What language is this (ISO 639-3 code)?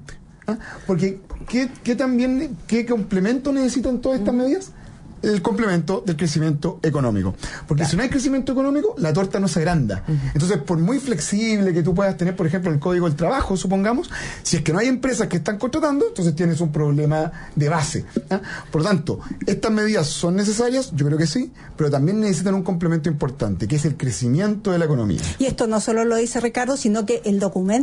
spa